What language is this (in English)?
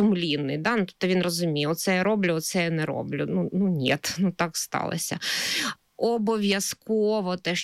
Ukrainian